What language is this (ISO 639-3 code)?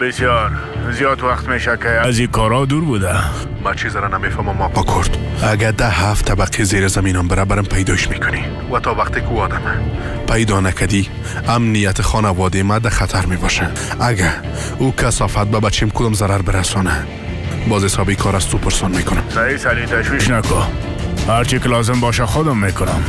fas